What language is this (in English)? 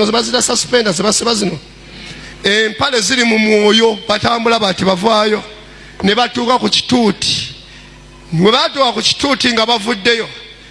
Ganda